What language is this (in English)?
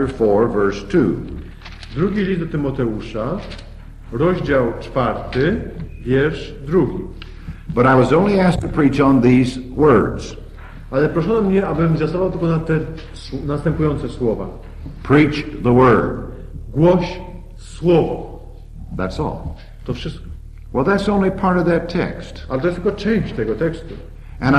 Polish